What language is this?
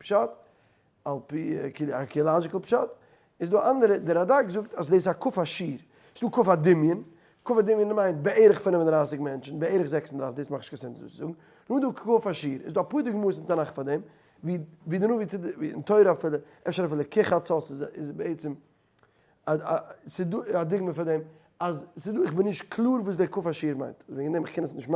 Yiddish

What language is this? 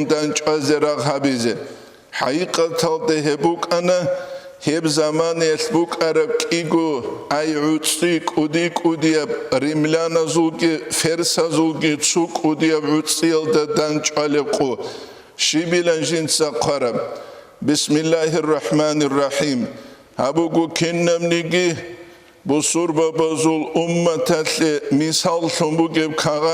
Avaric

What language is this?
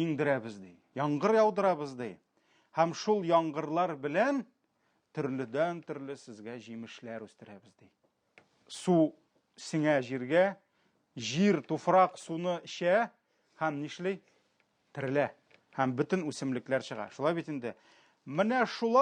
Tatar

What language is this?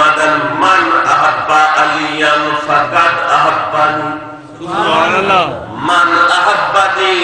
Saraiki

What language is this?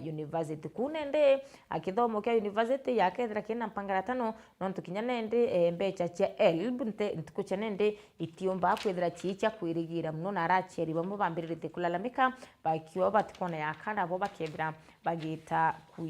Meru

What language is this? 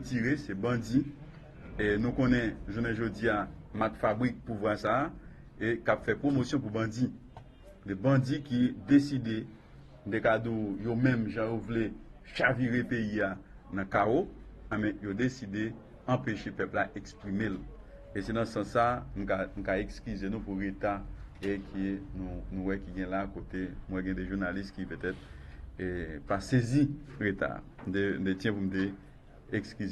Haitian Creole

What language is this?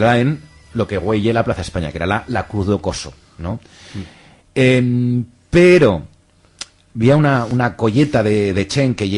Aragonese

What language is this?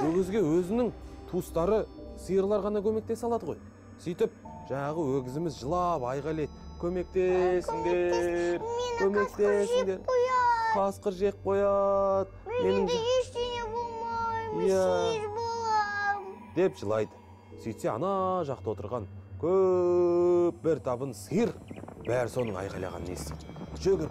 Kazakh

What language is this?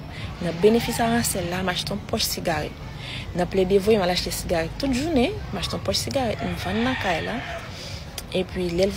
Haitian Creole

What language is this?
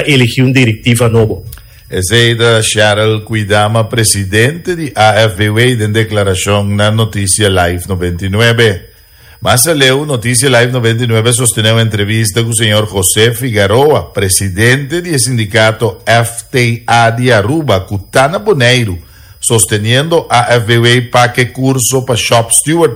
Papiamento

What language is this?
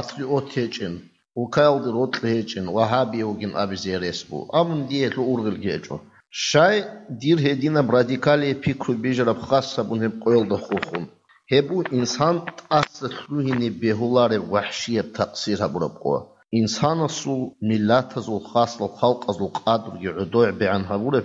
Avaric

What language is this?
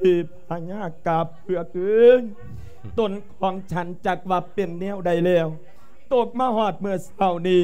Lao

